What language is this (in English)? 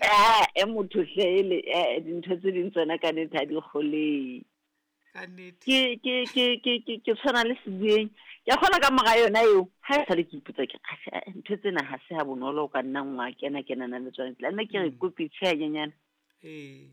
Southern Sotho